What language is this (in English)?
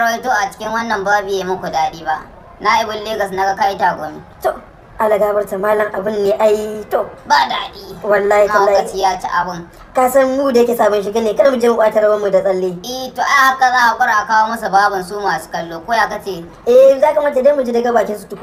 Hausa